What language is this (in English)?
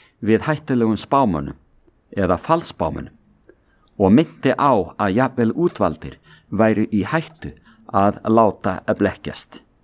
Icelandic